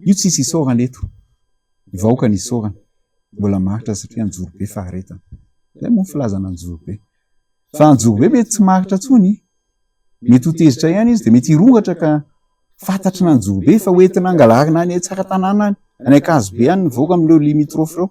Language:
Malagasy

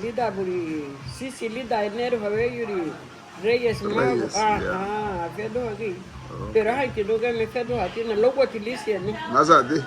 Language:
Garifuna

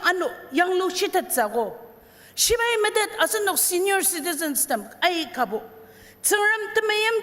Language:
Ao Naga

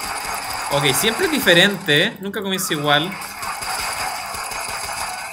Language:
Spanish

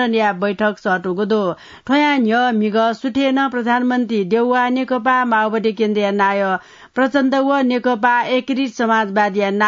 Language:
Newari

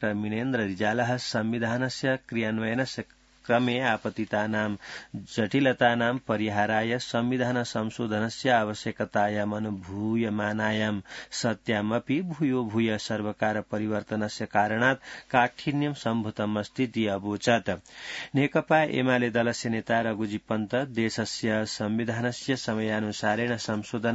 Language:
Sanskrit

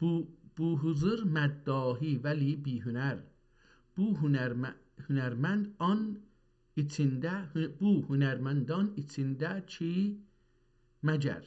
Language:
South Azerbaijani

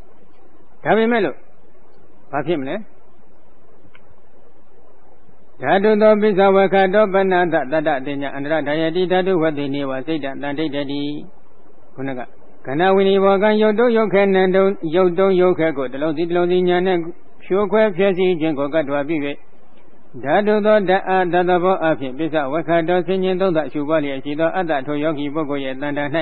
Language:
Burmese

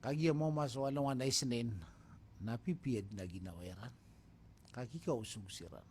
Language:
Maranao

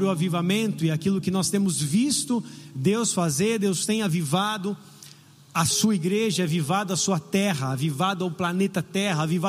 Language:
Portuguese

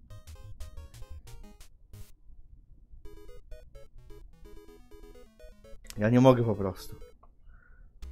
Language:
Polish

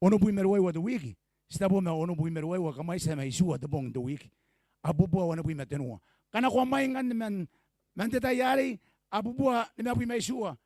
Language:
Gilbertese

